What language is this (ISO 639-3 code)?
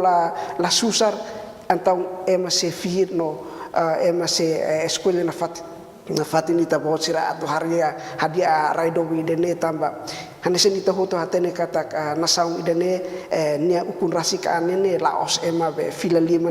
tet